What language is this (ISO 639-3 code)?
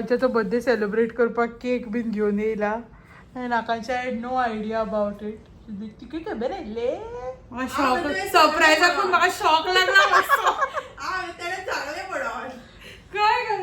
kok